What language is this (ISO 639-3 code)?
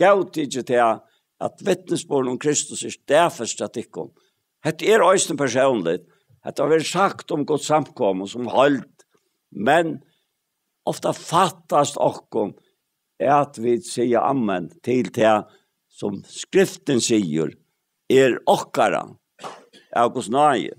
fao